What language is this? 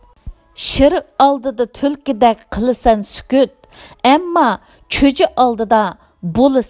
Uyghur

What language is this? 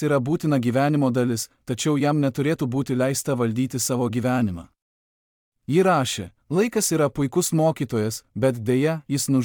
Lithuanian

